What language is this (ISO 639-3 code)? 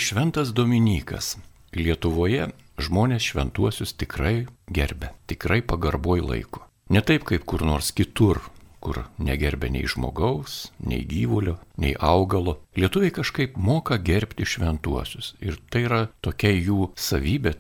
lit